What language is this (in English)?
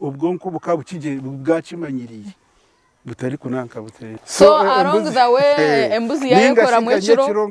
Nyankole